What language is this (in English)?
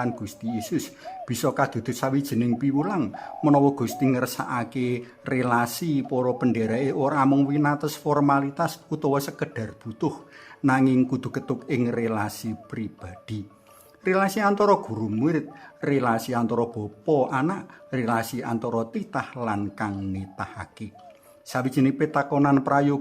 Javanese